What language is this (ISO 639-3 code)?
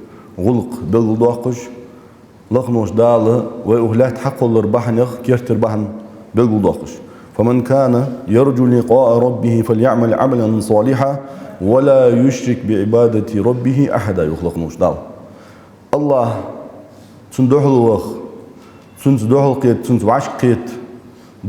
inh